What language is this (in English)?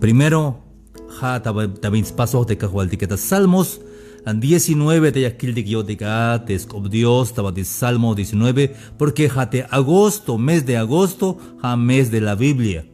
Tzeltal